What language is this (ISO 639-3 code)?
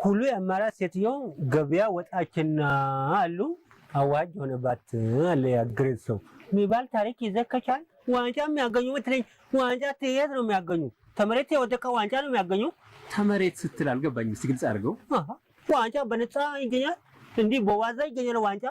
amh